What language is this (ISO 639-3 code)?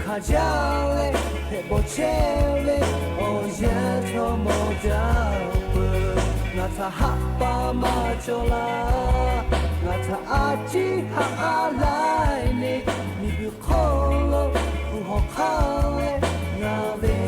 lhu